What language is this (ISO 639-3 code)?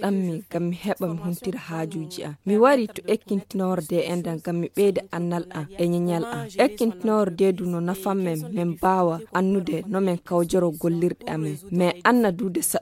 ful